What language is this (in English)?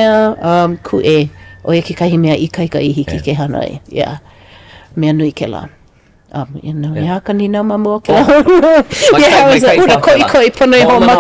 Hawaiian